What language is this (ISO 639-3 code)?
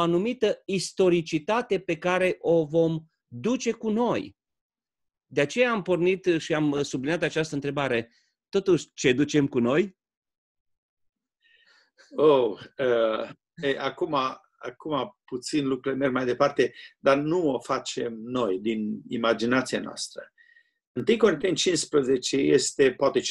ron